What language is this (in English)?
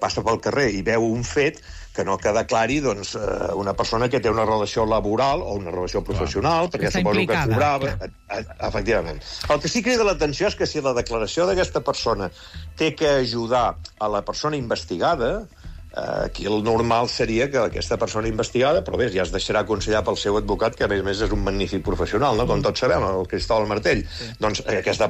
Catalan